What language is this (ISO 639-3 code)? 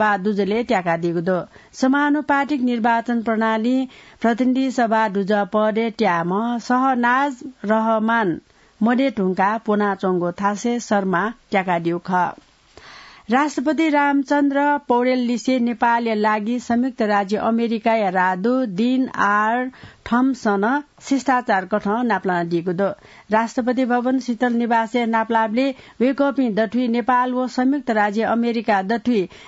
new